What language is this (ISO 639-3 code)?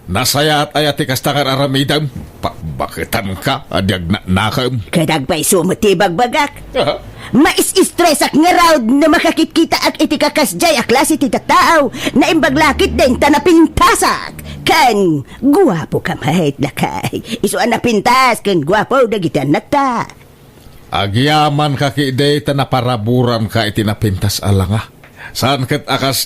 ilo